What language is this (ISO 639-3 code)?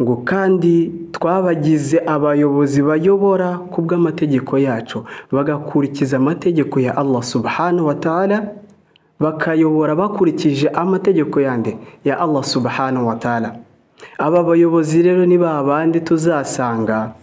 kin